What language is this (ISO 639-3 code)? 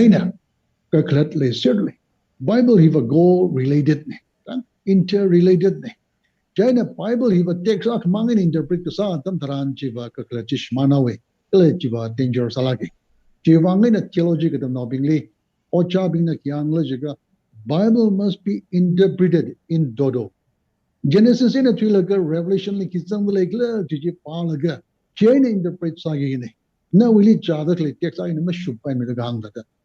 nmf